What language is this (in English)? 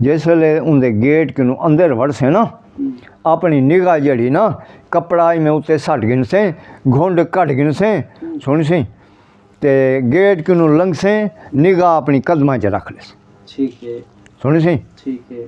Saraiki